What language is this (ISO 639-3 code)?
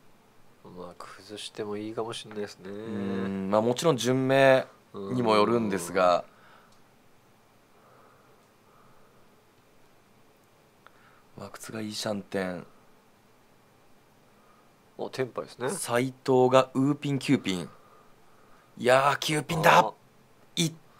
jpn